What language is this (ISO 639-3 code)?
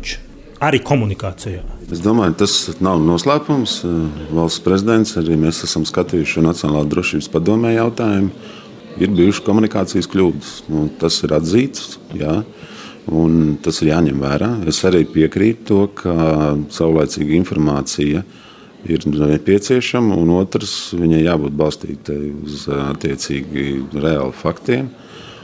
lav